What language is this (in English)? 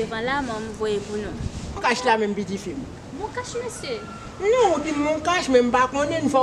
Haitian Creole